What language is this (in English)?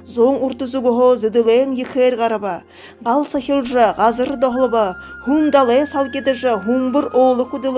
Buriat